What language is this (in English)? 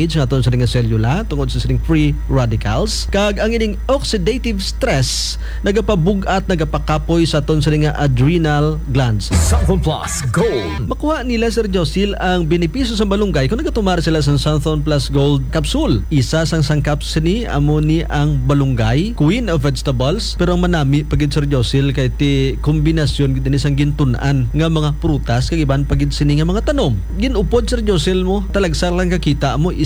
Hiligaynon